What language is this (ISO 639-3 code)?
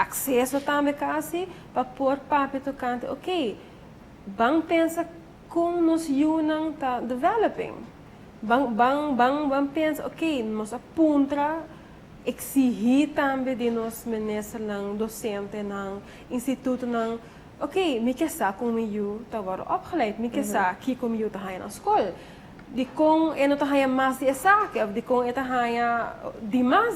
pap